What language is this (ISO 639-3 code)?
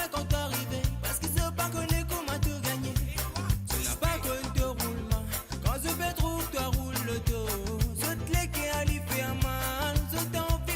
mfe